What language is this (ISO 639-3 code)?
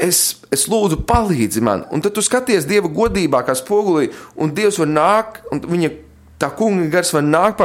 lav